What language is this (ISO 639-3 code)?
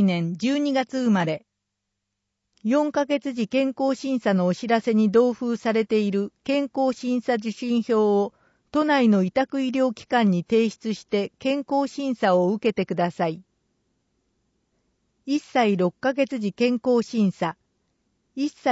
jpn